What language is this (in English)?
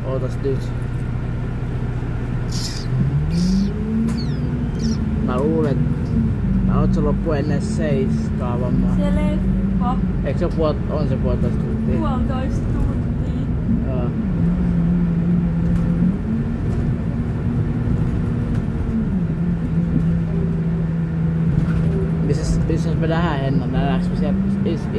Finnish